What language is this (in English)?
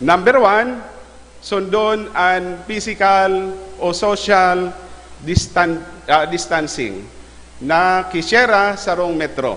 Bikol